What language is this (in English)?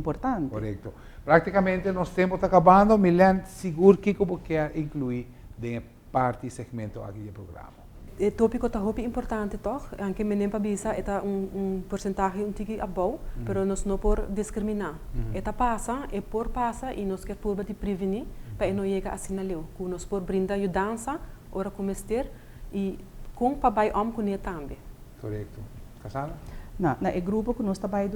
Papiamento